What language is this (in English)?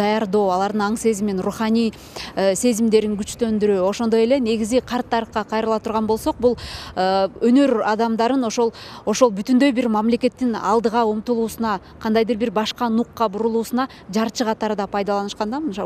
Kyrgyz